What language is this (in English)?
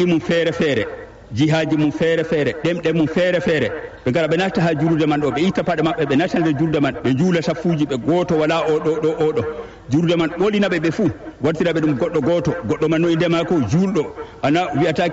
Fula